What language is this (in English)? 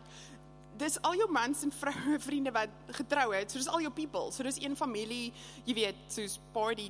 Afrikaans